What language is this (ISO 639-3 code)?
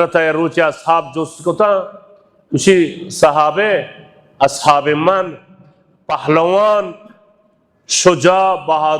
bal